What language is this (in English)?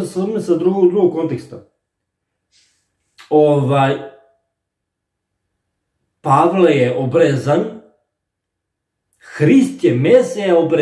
Serbian